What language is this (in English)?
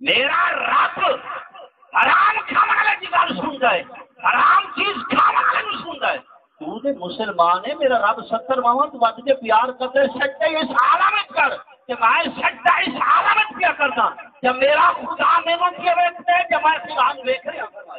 Saraiki